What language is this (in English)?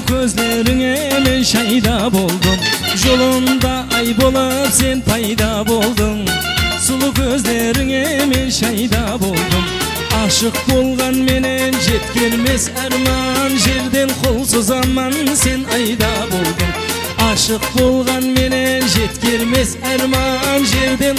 Kara-Kalpak